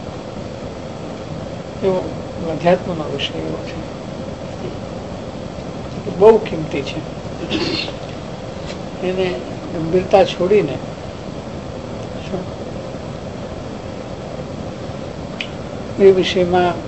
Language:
Gujarati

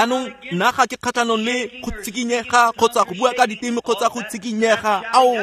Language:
Tswana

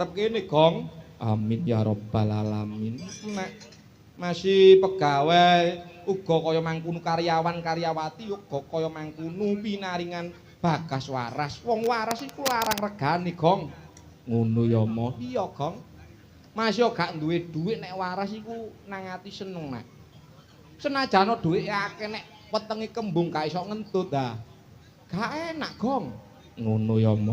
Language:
Javanese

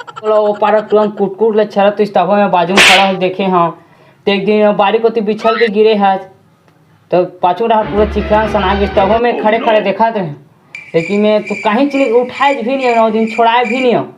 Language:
Chhattisgarhi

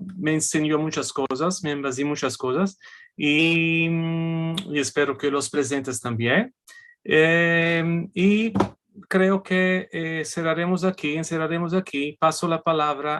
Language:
Ladino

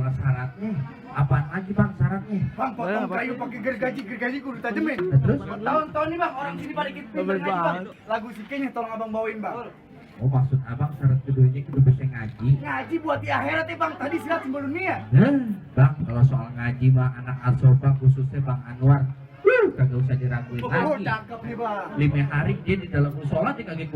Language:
Betawi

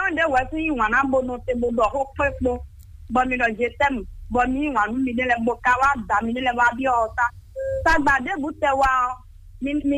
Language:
Fon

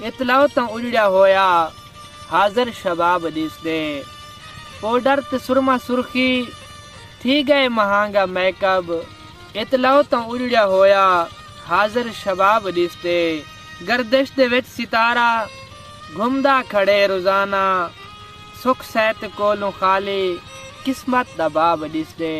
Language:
Saraiki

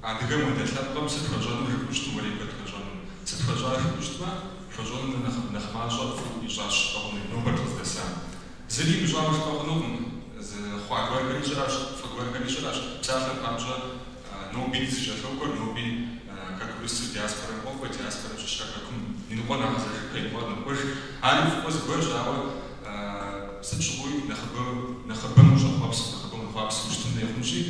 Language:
Kabardian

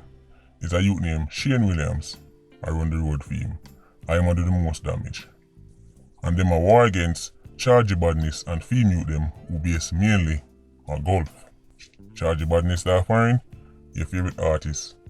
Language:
Jamaican Creole English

